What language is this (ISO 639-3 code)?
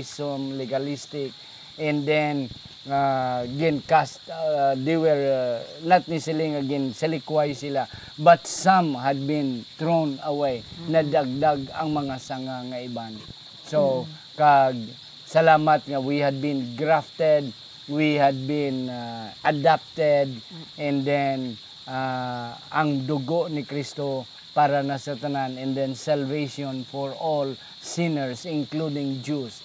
hil